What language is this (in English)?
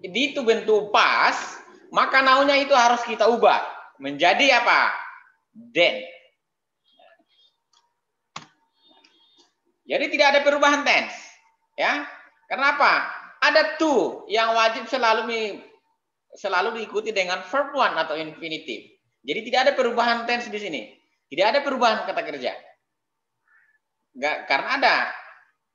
Indonesian